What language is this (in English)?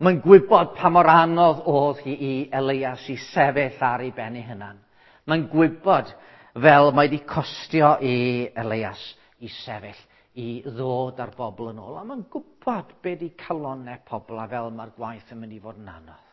Welsh